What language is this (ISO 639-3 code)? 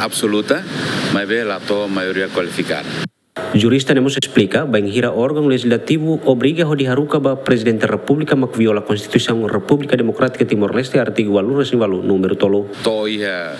tet